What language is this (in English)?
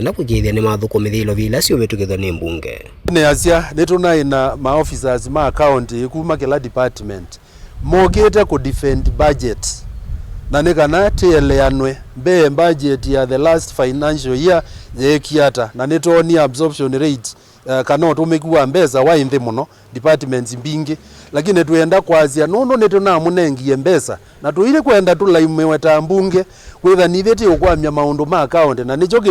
Kamba